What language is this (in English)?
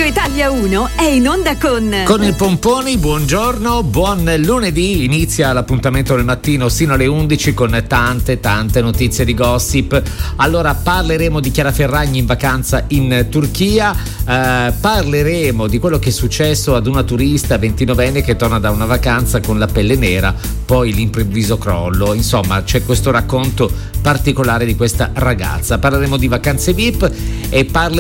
Italian